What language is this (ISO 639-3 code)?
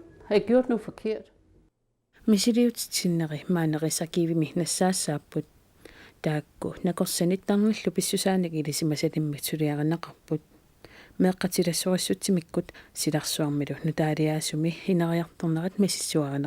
kal